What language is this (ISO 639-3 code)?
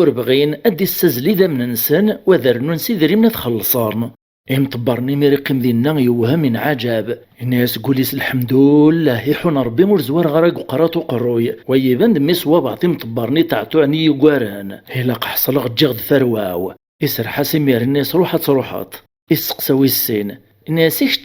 kab